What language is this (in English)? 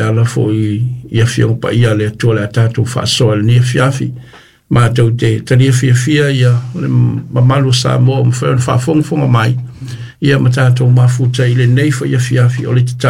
Samoan